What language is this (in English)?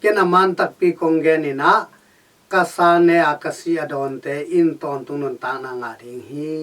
Tedim Chin